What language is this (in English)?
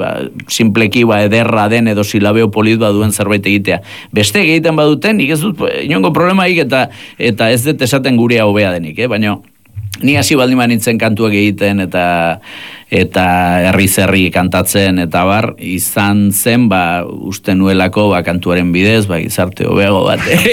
Basque